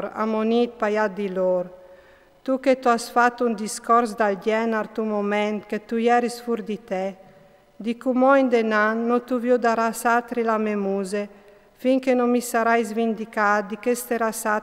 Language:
Friulian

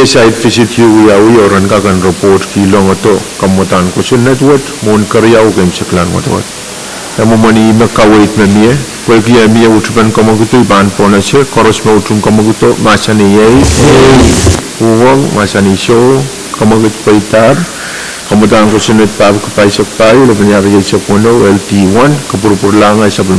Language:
Pohnpeian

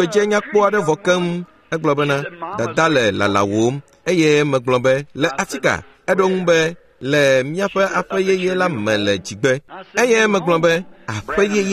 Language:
Ewe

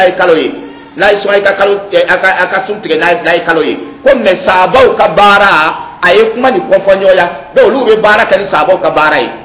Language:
Dyula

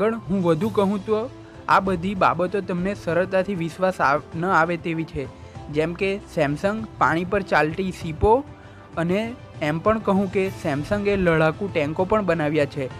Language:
Gujarati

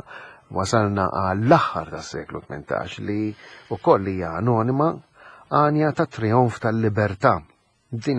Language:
Maltese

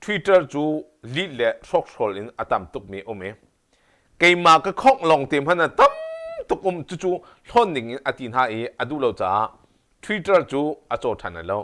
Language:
Hakha Chin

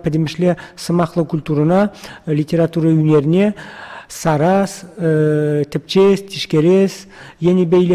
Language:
Chuvash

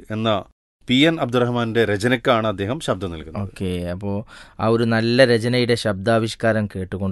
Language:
Malayalam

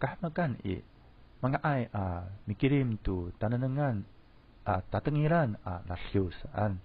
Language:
Amis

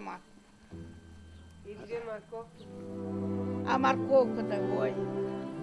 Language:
Russian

